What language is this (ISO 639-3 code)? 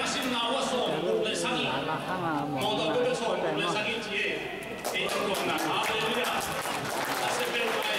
ctd